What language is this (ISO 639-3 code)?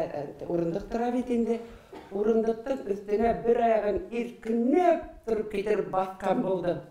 bak